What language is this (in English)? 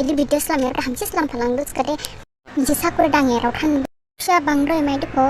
Dimasa